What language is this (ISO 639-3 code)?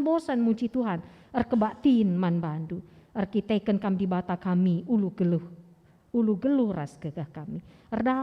btx